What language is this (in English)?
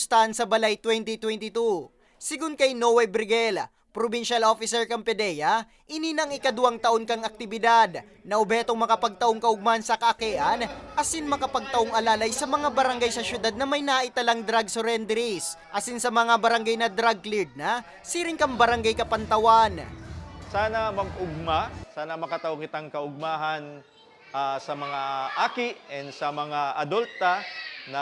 Bikol